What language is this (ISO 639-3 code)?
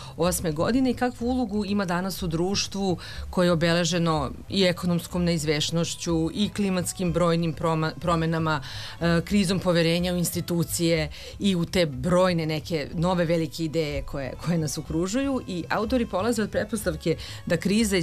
srp